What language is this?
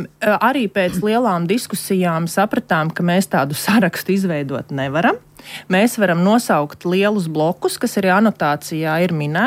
Latvian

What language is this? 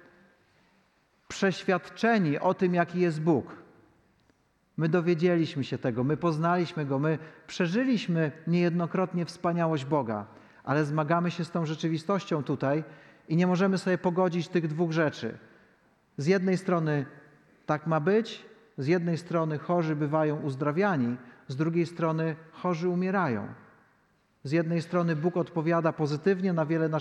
Polish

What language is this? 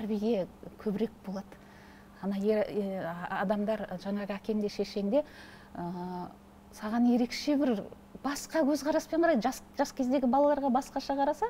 Kazakh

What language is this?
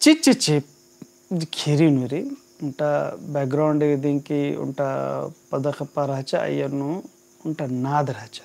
Kurukh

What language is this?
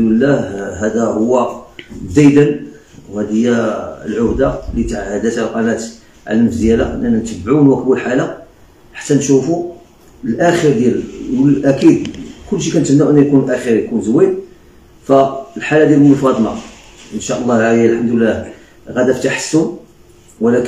Moroccan Arabic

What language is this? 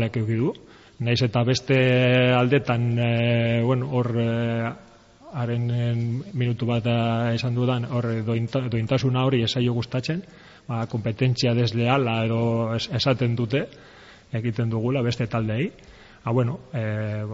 Basque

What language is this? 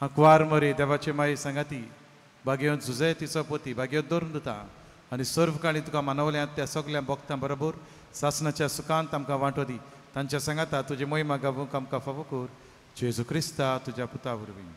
Konkani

